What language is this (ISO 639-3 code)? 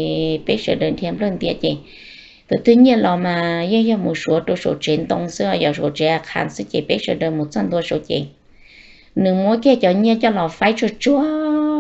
hmn